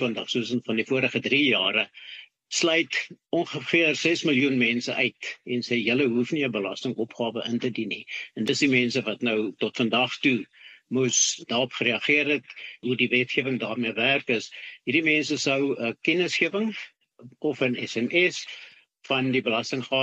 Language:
Afrikaans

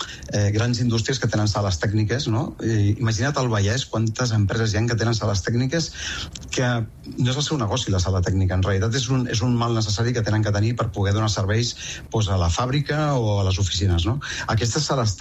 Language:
Catalan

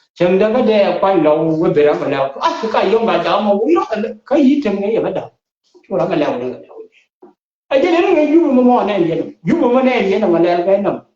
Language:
Nuer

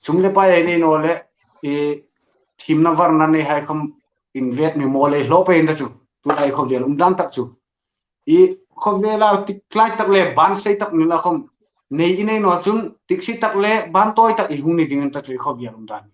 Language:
Hmar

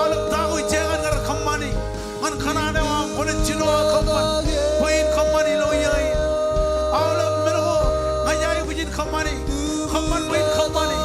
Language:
Marshallese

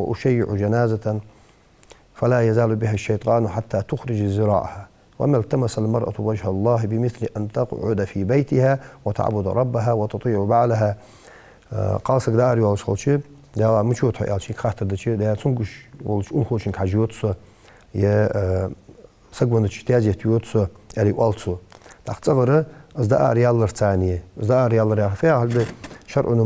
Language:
Ingush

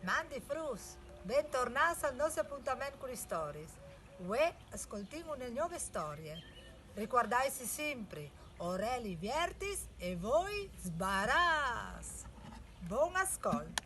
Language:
Friulian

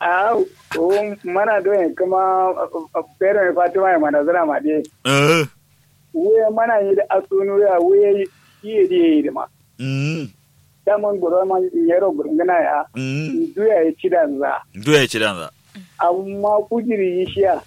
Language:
Kanuri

